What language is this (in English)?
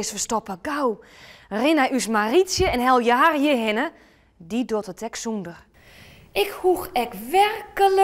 Western Frisian